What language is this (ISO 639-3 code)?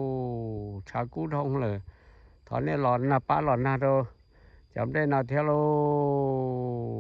hmn